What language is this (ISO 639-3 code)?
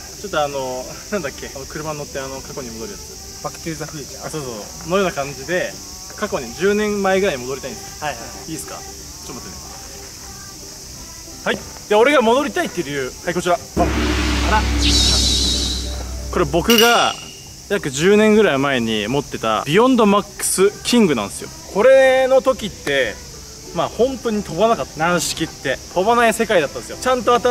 jpn